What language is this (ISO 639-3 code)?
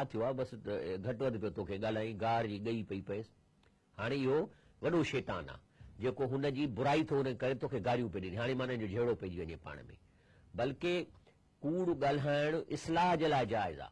snd